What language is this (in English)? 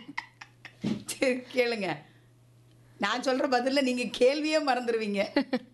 Tamil